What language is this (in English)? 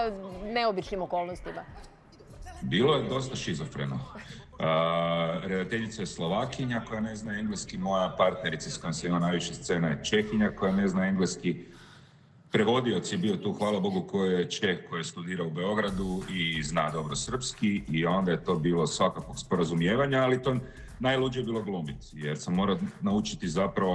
Serbian